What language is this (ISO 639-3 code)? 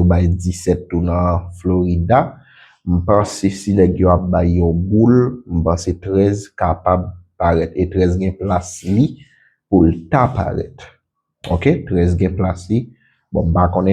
hat